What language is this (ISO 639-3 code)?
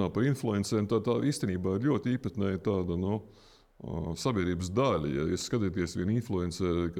lav